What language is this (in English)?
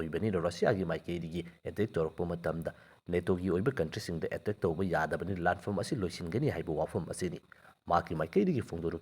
Manipuri